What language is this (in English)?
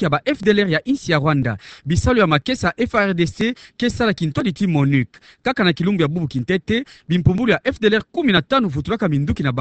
Kituba (Democratic Republic of Congo)